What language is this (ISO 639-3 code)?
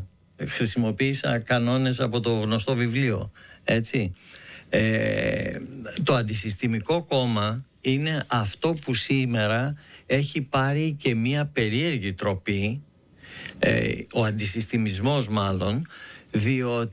ell